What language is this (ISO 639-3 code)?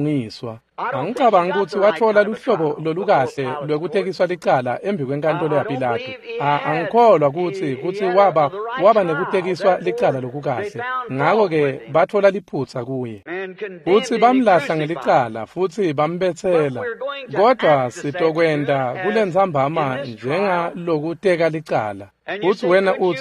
ssw